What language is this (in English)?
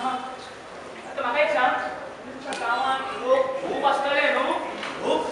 Konkani